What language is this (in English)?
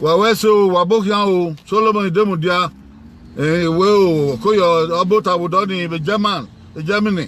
Bini